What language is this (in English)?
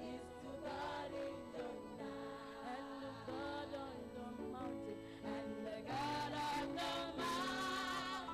Ewe